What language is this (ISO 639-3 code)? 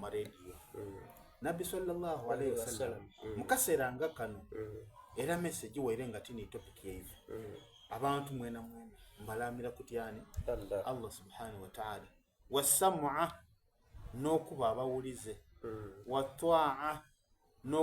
xog